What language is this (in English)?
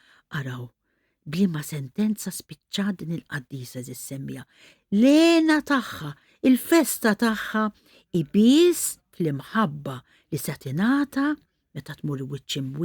Maltese